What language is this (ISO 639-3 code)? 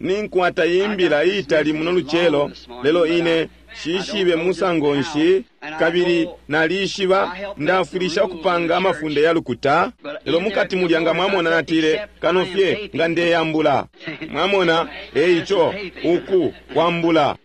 bem